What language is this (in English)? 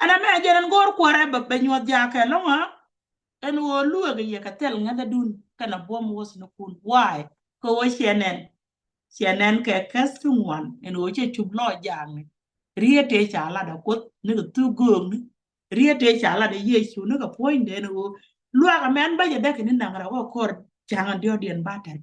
Nuer